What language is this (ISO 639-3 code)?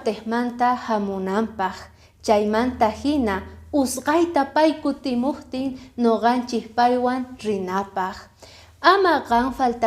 que